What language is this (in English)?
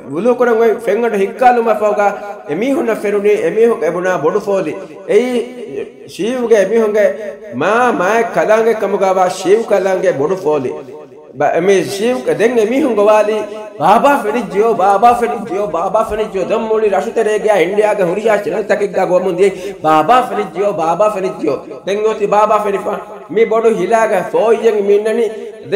Divehi